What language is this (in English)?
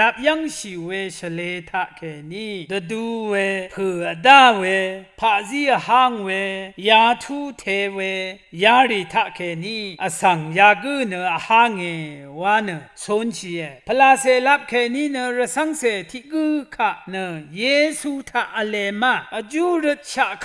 Rawang